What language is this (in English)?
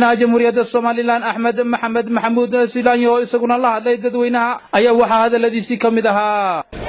Somali